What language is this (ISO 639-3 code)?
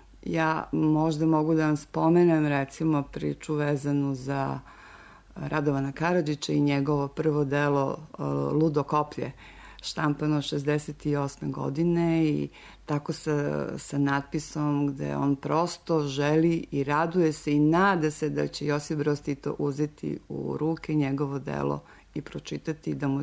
srp